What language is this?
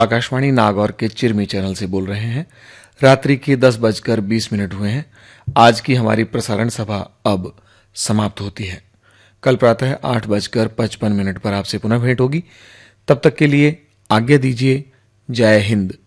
Hindi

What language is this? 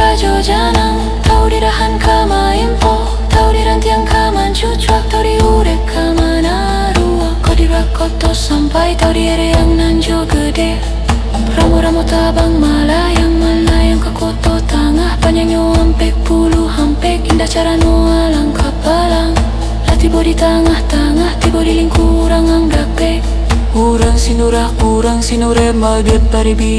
Minangkabau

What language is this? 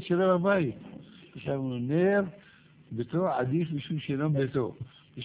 Hebrew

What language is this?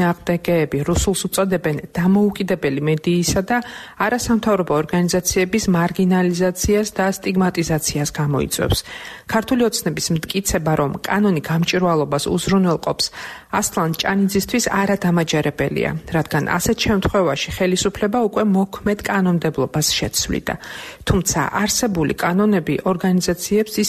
Georgian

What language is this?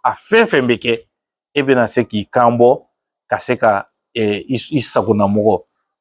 Bambara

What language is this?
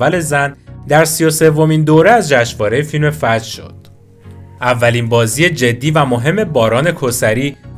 Persian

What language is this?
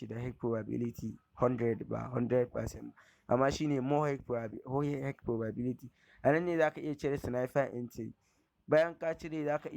Hausa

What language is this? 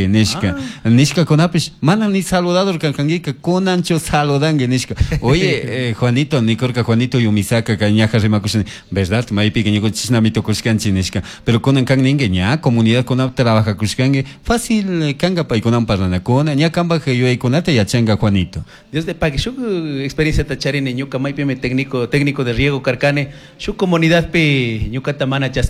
Chimborazo Highland Quichua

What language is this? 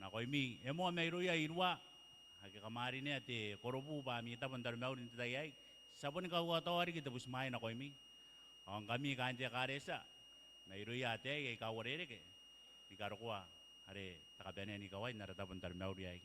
Gilbertese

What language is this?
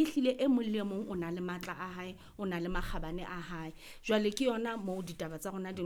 Southern Sotho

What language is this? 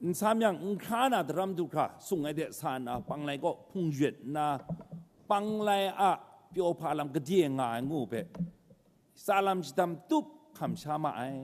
Kachin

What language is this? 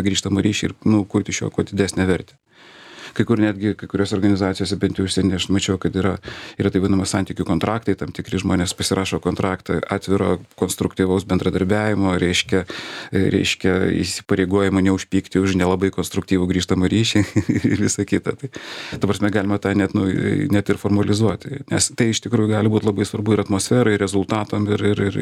Lithuanian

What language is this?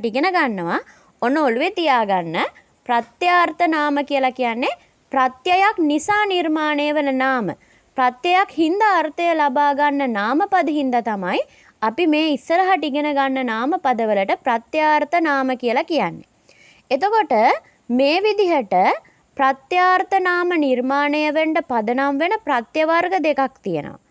Sinhala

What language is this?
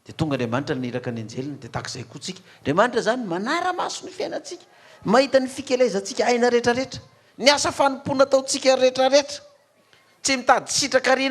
Malagasy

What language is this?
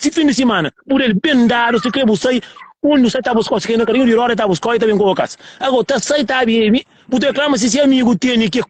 Kabuverdianu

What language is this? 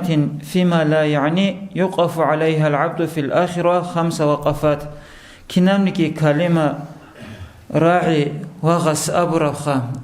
Avaric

